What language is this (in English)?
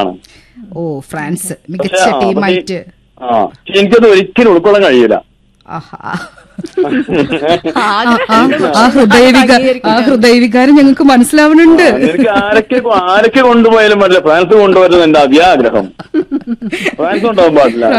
Malayalam